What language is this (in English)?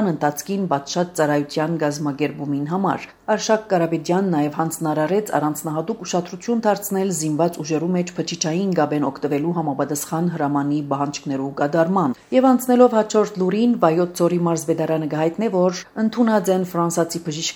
Armenian